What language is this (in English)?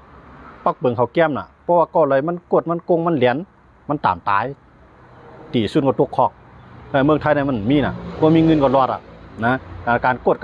Shan